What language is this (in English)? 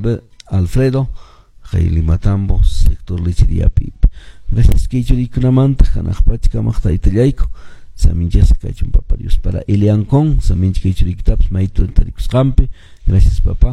Quechua